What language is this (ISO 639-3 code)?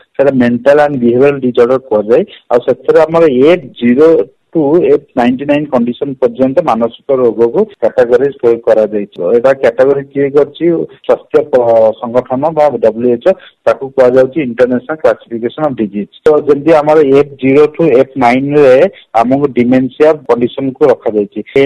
ori